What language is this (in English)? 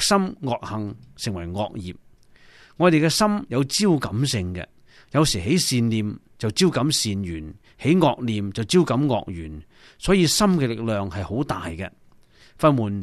Cantonese